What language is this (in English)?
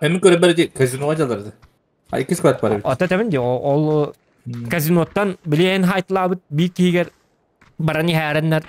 Yakut